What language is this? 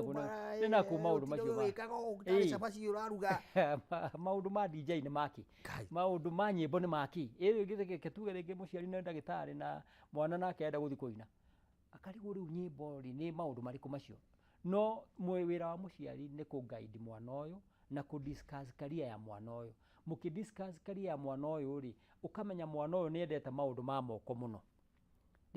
Kikuyu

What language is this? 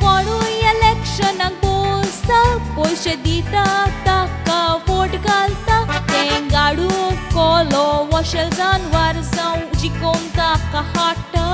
Konkani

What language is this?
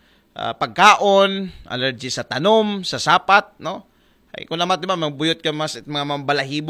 Aklanon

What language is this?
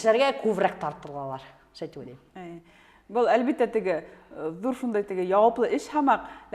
Bashkir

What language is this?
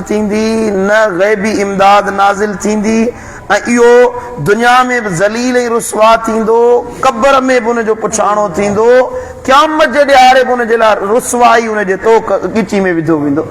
Sindhi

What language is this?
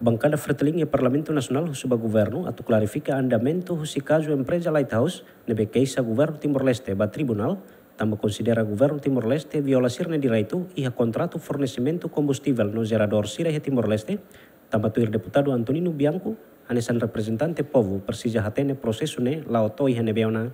Tetum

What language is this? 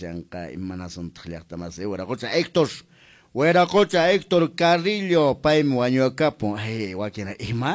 Quechua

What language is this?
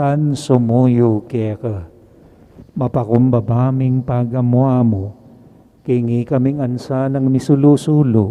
Pampanga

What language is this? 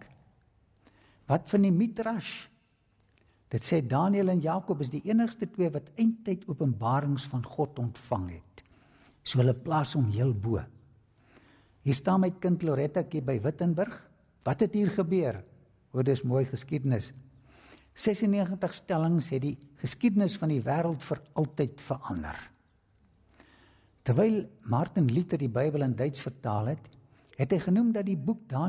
Afrikaans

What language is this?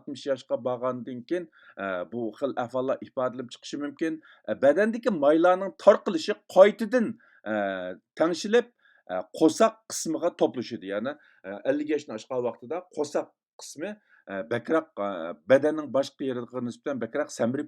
Uyghur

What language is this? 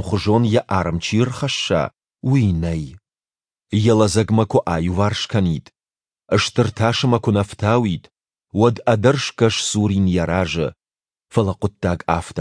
Ossetic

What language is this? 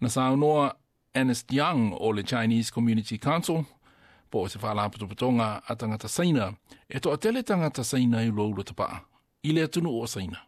Samoan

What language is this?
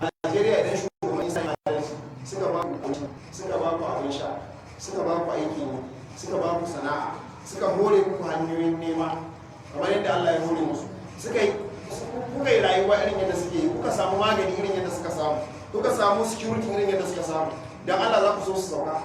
Hausa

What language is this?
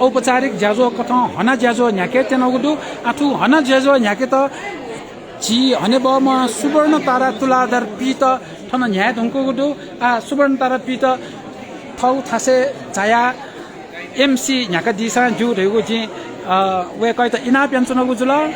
Newari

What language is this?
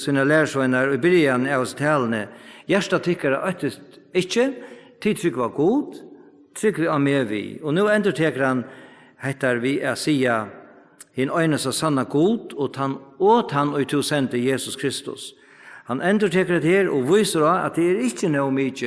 Faroese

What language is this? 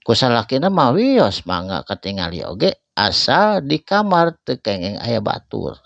Sundanese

